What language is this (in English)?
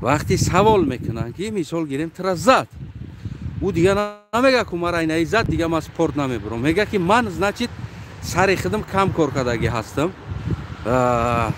Tajik